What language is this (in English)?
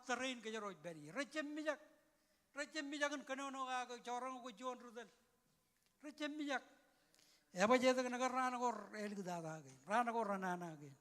Marshallese